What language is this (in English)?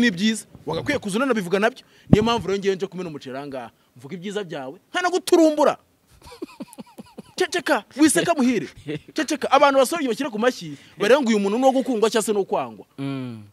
Kinyarwanda